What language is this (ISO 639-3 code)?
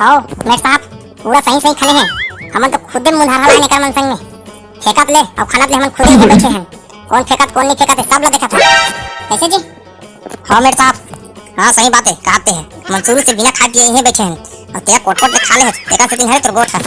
hne